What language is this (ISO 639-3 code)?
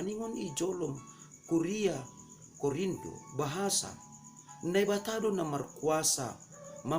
bts